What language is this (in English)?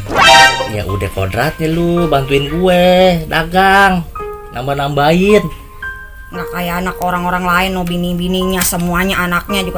Betawi